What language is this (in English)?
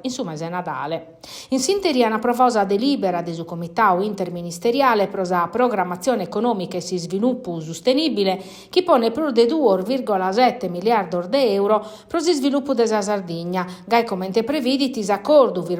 Sardinian